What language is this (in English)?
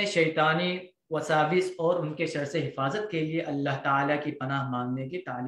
Urdu